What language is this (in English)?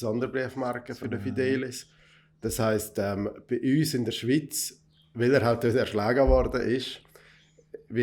Swiss German